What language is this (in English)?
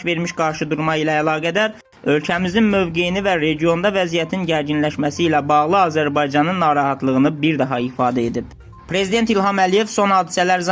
Azerbaijani